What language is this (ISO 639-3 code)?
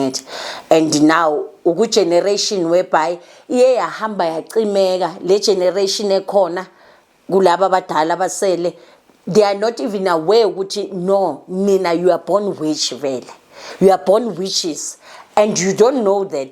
zul